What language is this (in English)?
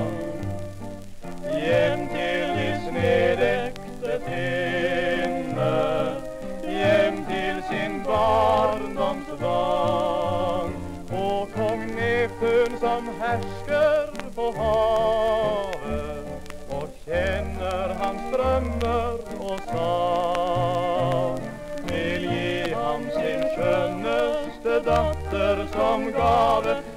Norwegian Bokmål